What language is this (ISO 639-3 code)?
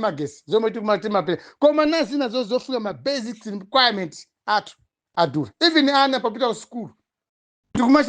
nya